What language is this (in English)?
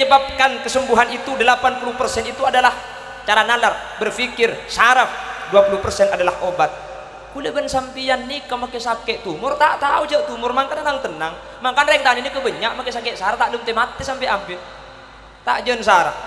Madurese